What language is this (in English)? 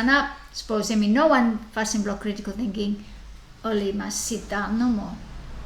Bislama